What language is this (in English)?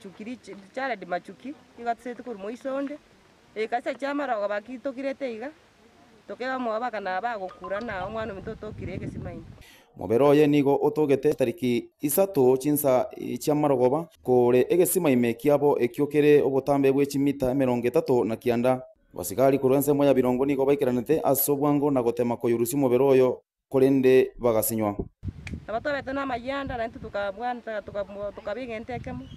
Gusii